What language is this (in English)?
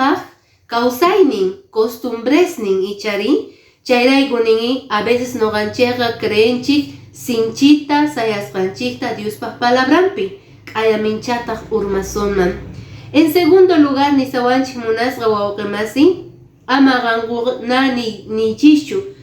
Quechua